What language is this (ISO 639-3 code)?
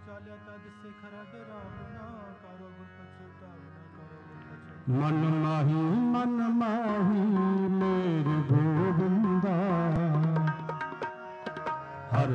pan